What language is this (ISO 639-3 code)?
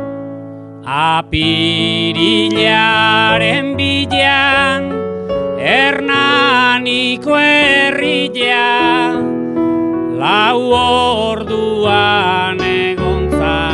eus